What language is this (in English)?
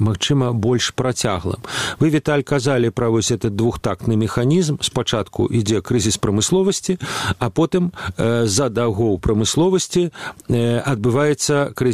Belarusian